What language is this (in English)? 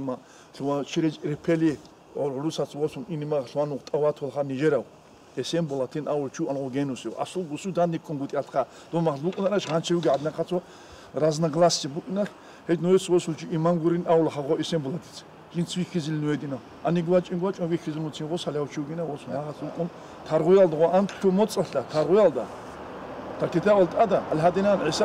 Avaric